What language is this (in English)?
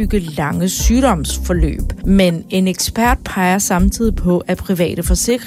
Danish